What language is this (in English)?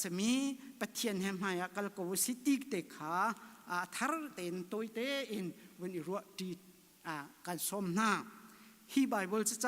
Hakha Chin